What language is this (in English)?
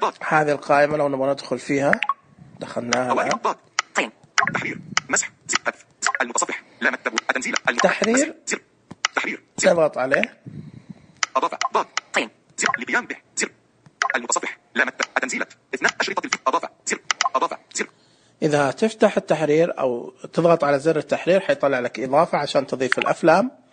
Najdi Arabic